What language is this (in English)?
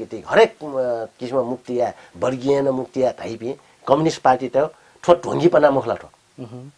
Newari